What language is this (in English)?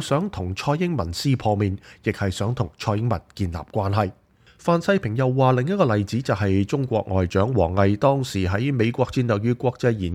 Cantonese